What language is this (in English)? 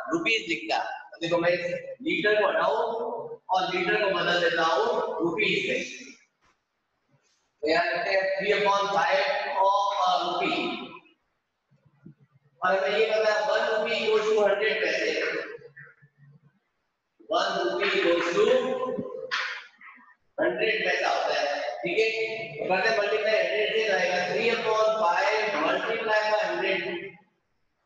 Hindi